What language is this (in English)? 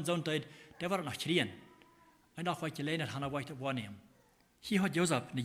Plautdietsch